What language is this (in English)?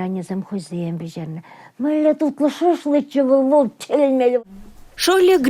Chuvash